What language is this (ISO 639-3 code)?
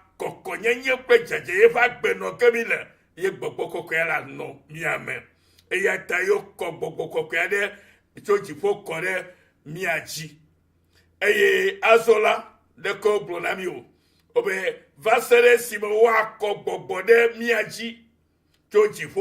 ewe